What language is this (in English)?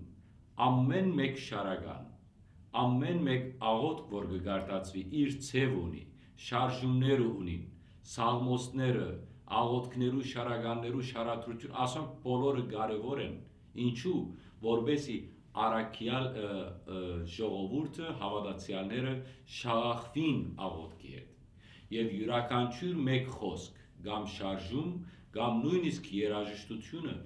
Western Armenian